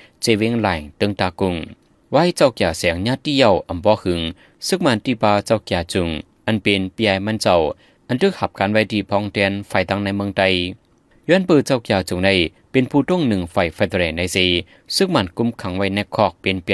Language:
Shan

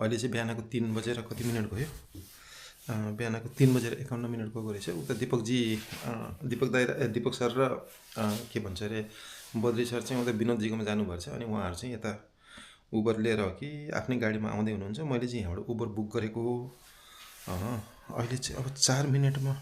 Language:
Nepali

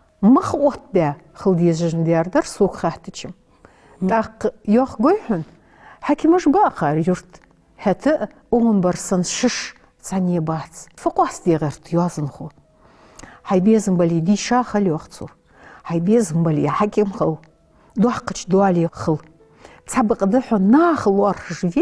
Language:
Ingush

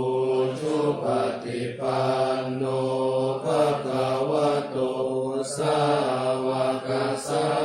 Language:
Pali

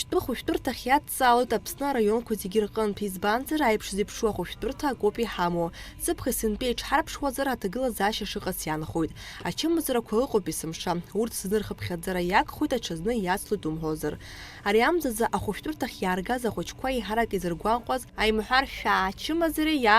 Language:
Abkhazian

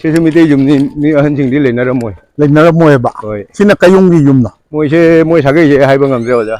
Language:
Manipuri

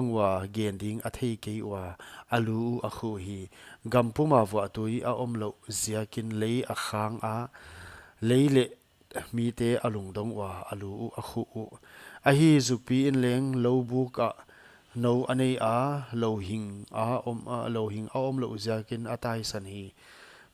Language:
Paite Chin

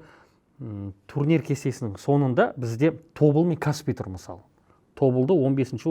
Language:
Kazakh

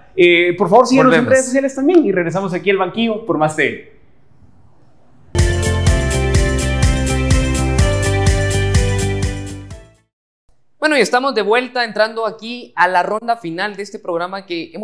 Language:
Spanish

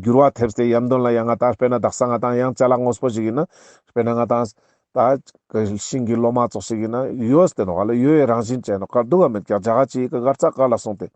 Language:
Ladakhi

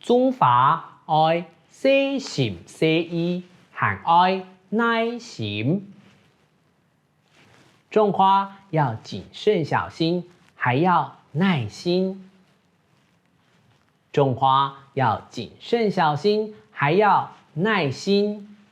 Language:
Hakka Chinese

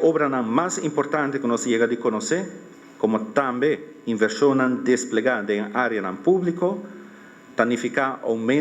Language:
Papiamento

